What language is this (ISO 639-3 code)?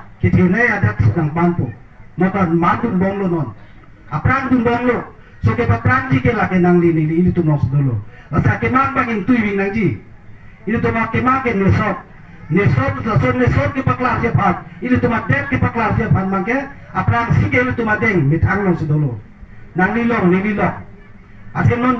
mjw